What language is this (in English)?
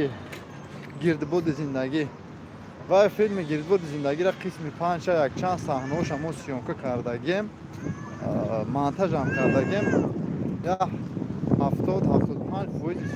Tajik